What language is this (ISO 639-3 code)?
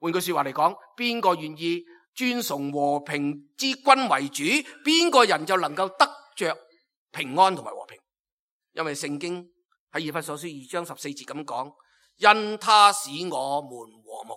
yue